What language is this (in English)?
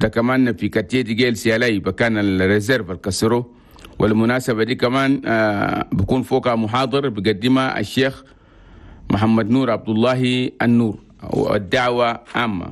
Chadian Arabic